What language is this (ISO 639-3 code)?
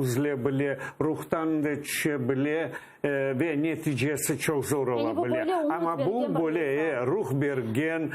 crh